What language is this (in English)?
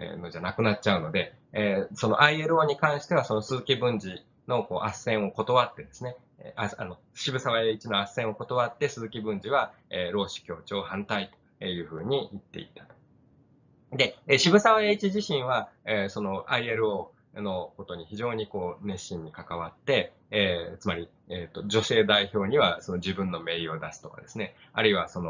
Japanese